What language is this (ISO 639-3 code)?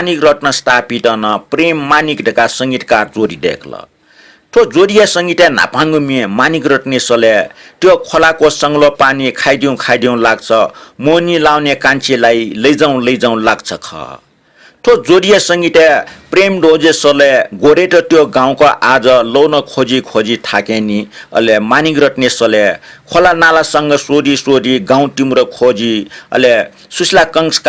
new